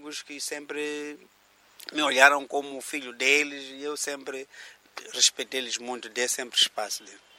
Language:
Portuguese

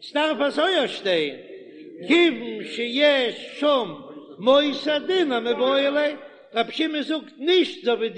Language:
Yiddish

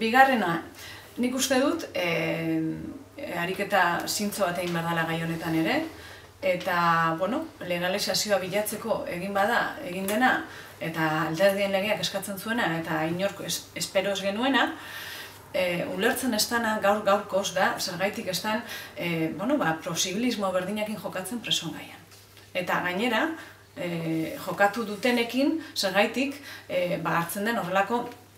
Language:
Basque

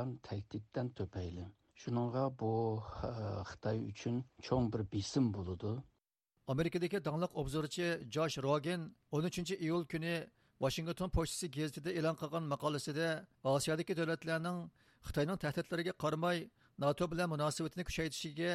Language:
Uyghur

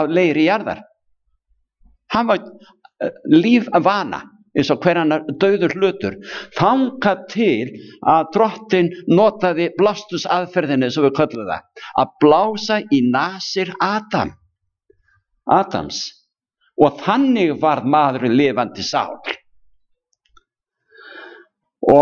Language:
Icelandic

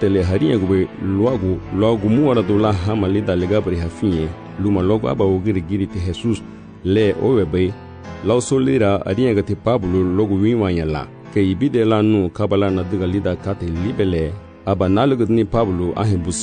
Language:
Garifuna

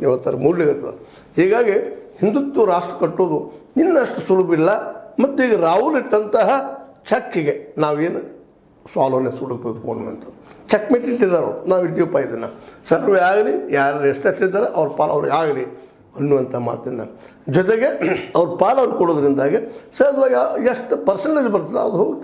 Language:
Kannada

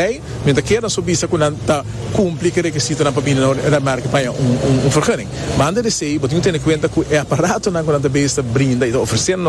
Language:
Papiamento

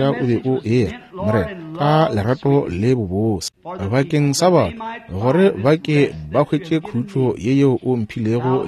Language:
Northern Sotho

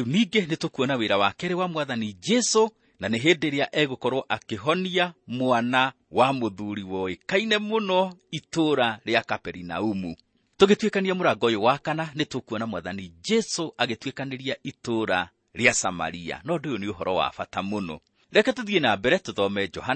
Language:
Kikuyu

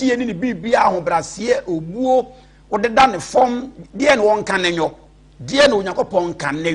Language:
Akan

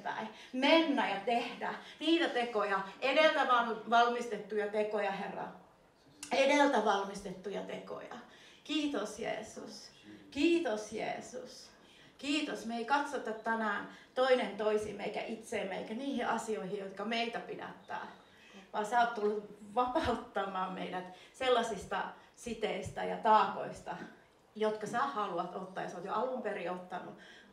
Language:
Finnish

